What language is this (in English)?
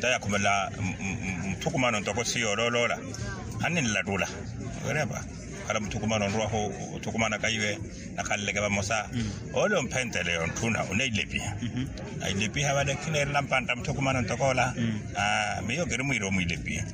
Makhuwa